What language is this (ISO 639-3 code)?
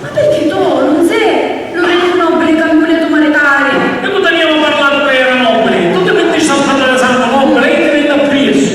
scn